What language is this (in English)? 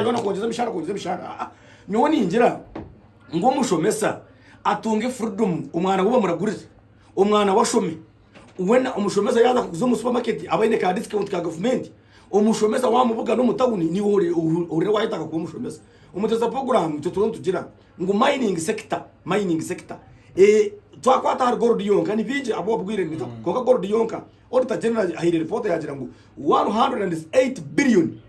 Nyankole